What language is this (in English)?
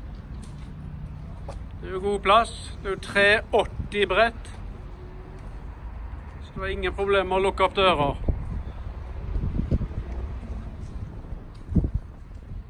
Norwegian